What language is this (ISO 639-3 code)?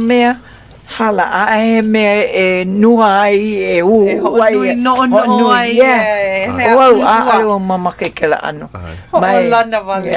haw